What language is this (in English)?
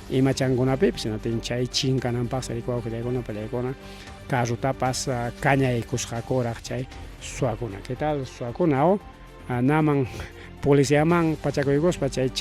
Ayacucho Quechua